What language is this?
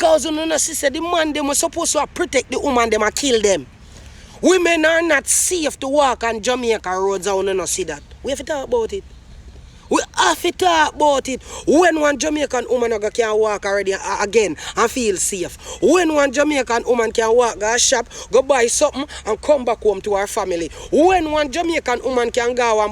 Jamaican Creole English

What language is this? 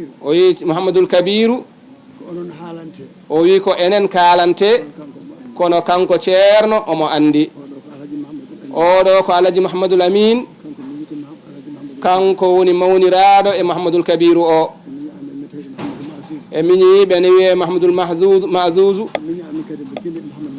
Fula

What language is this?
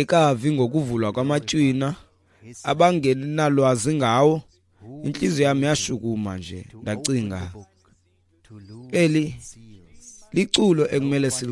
Xhosa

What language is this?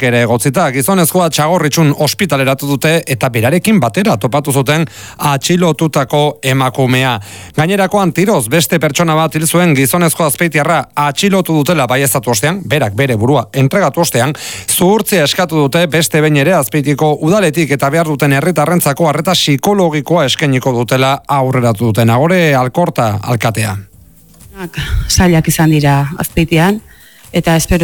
Basque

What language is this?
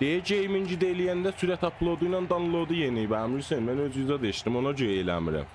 South Azerbaijani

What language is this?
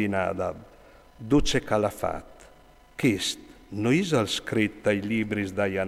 Friulian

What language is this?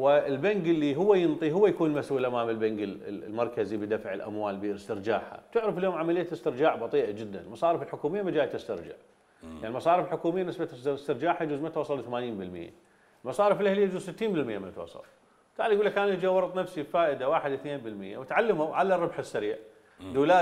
Mesopotamian Arabic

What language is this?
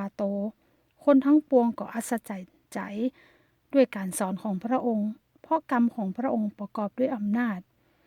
Northern Thai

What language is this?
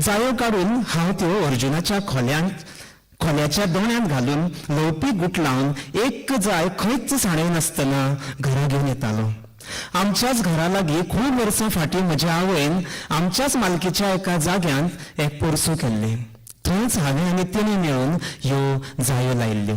Konkani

